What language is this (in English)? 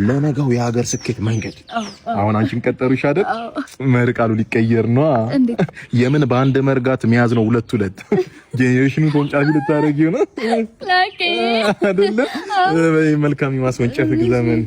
Amharic